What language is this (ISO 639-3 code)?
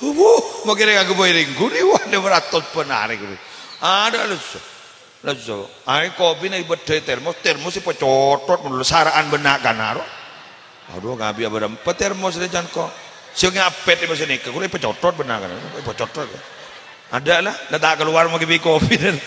mad